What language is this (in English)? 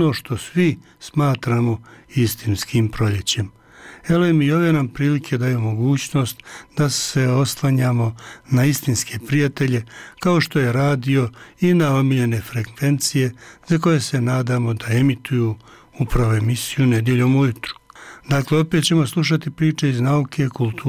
Bosnian